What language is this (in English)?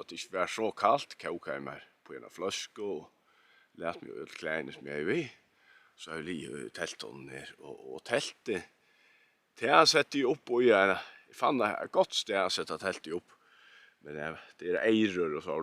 Faroese